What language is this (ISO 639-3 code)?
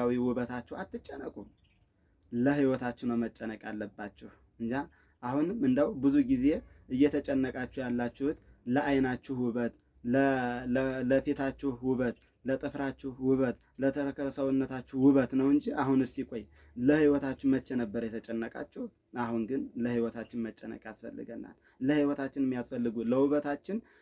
amh